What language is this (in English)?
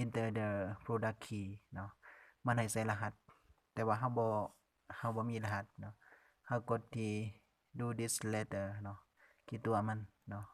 Lao